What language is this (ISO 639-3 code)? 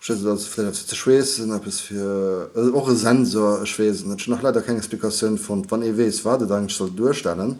ltz